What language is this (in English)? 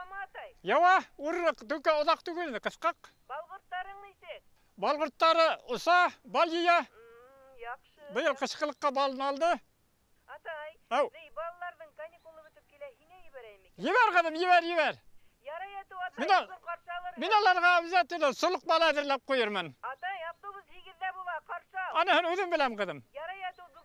Bashkir